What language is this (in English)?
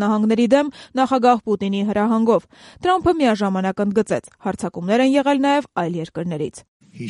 Armenian